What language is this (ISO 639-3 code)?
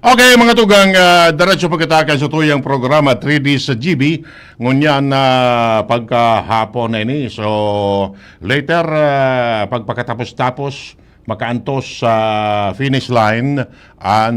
bik